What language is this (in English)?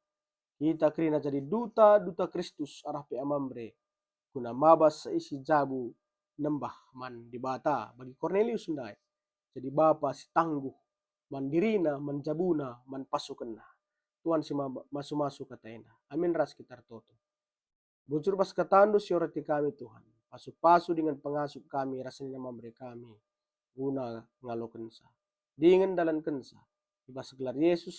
Batak Karo